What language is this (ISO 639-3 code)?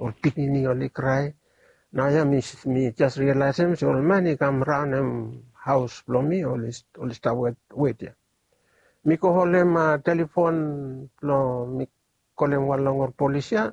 bis